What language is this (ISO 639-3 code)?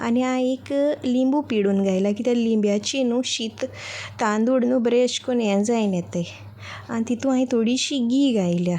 kok